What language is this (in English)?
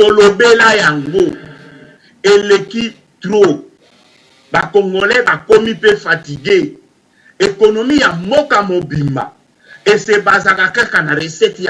Lingala